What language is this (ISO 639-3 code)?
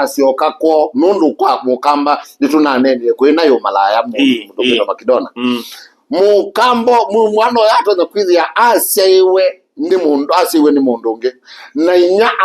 kam